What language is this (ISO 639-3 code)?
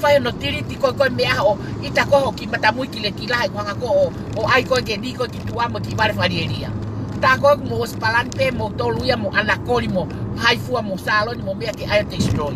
ton